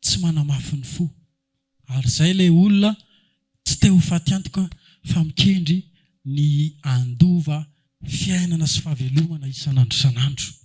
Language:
Malagasy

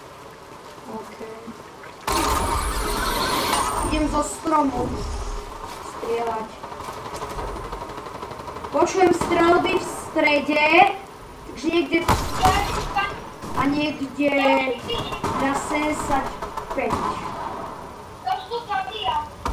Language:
Slovak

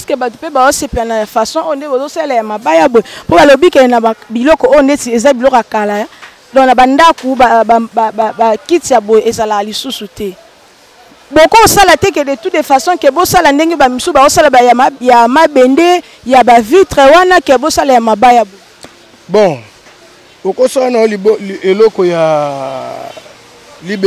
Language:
Lingala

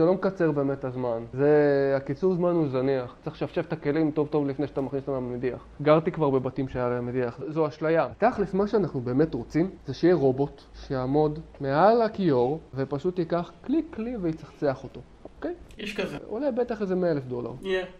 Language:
Hebrew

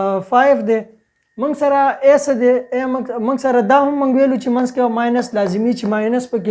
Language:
Pashto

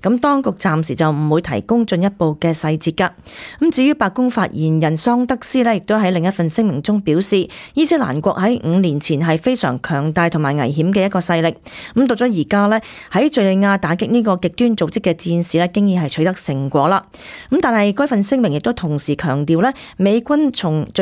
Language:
Cantonese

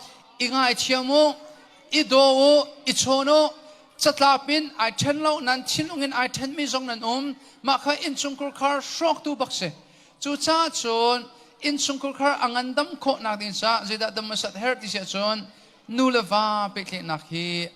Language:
Hakha Chin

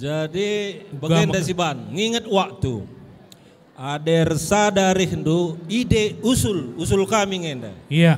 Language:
Batak Karo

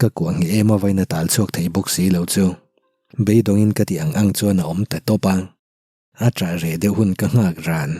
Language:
Mizo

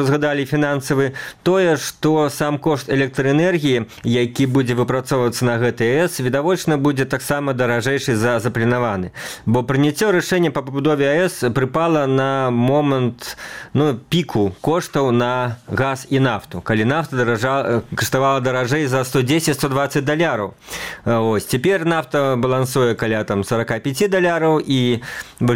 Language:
Belarusian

